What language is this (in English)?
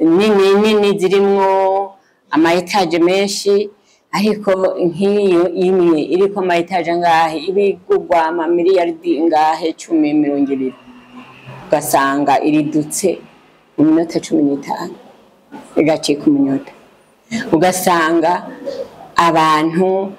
Rundi